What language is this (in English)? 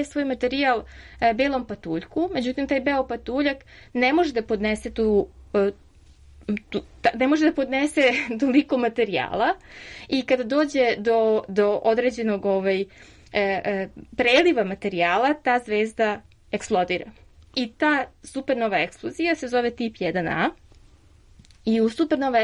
Serbian